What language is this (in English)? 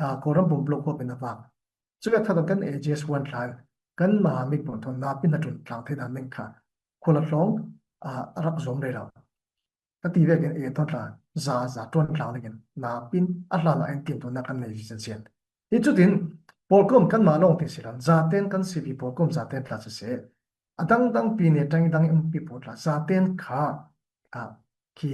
Falam Chin